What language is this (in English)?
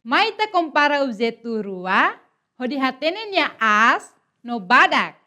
Tetum